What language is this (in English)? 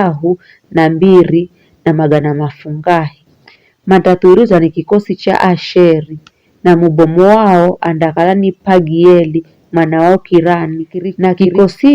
Giryama